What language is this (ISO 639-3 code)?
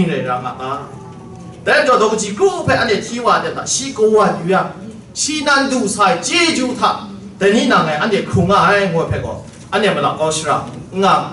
kac